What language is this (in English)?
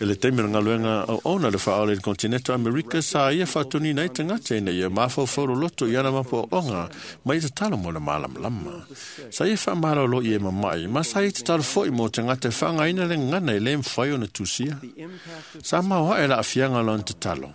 Samoan